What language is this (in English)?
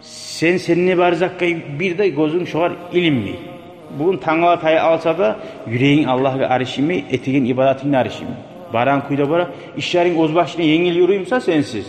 Kumyk